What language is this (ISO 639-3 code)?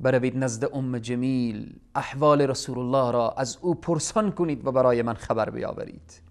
fas